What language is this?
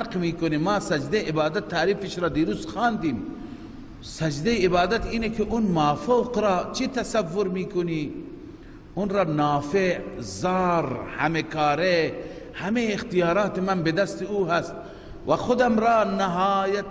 Persian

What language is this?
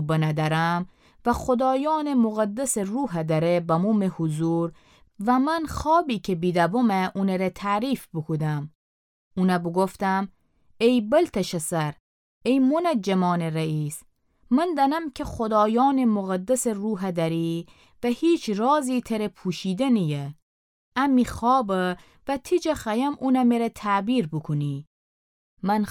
Gilaki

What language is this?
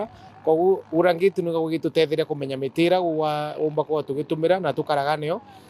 Meru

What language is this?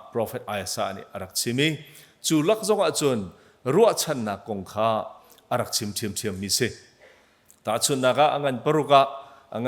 Hakha Chin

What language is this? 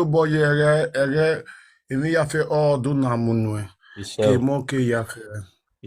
Nigerian Pidgin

